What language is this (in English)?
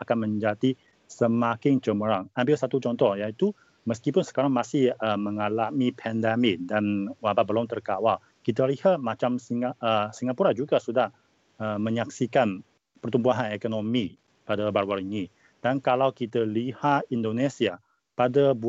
Malay